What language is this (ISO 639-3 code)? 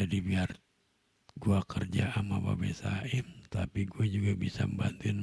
bew